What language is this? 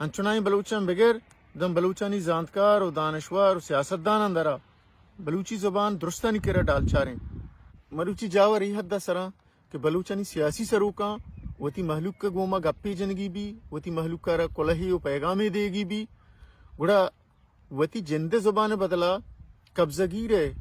Baluchi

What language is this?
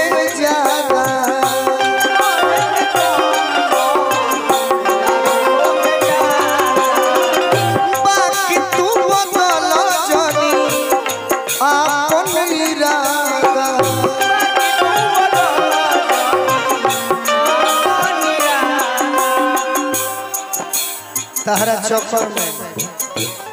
Bhojpuri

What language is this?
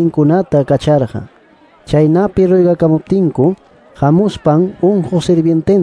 Quechua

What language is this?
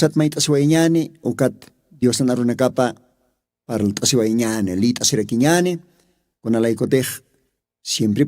Aymara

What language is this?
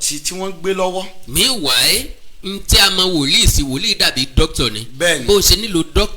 Yoruba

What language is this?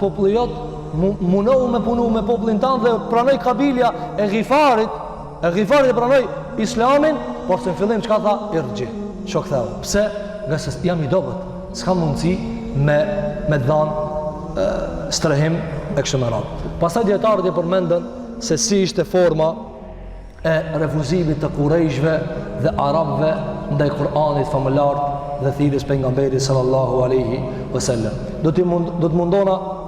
Albanian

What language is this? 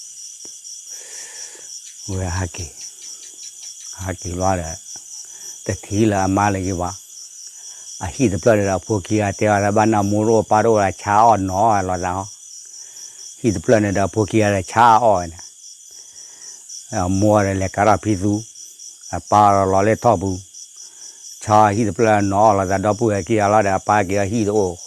S'gaw Karen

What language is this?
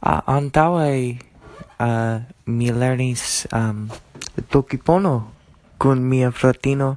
Esperanto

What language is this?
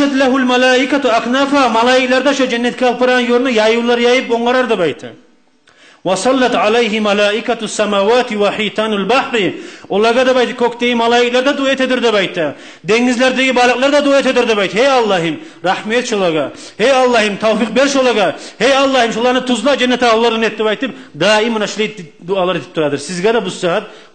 Kumyk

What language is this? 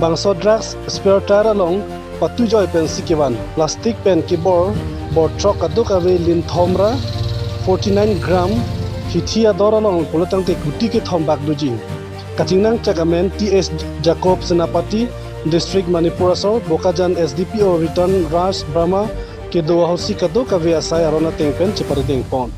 Karbi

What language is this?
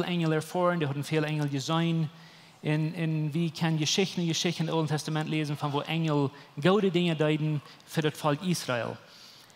Plautdietsch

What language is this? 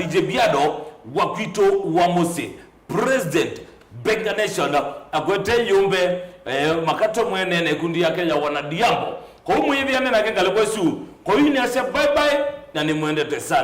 Kamba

